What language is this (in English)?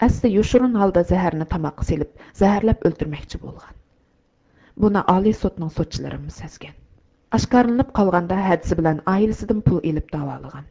Uyghur